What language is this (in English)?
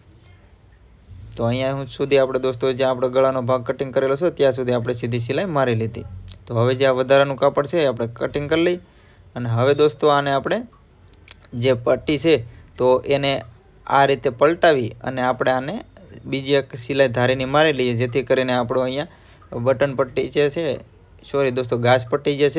Gujarati